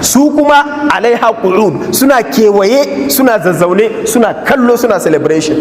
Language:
Hausa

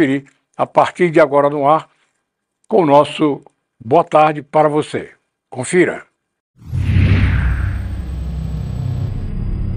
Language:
Portuguese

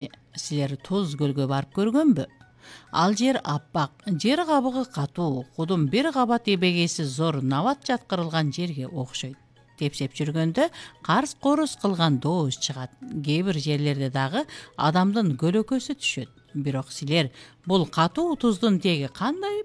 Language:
Kyrgyz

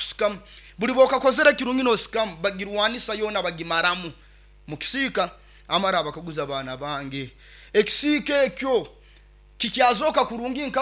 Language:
Nyoro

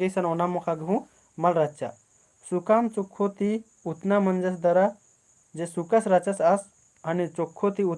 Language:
Kurukh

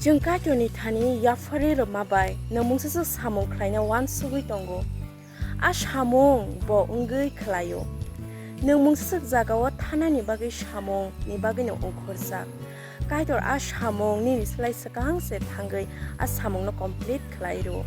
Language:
Kok Borok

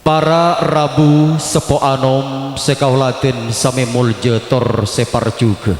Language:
Madurese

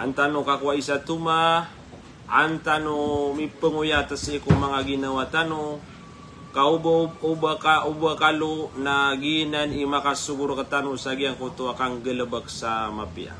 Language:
Maranao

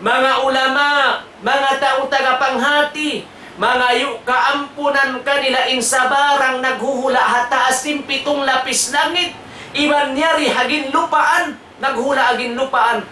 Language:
Tausug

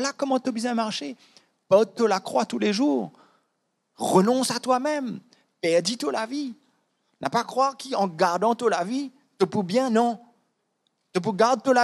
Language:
Morisyen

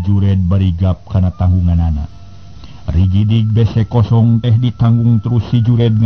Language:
Sundanese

